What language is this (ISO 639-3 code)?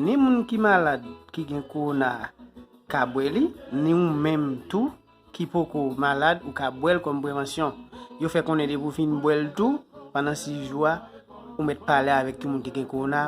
hat